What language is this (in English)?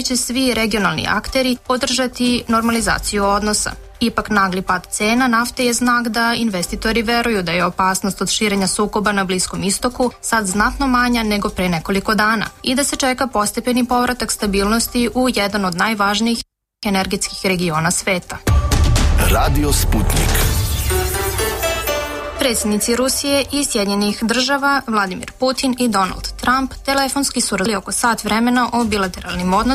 Serbian